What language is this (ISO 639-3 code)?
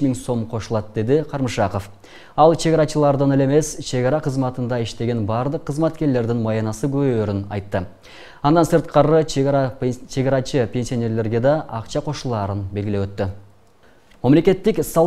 kir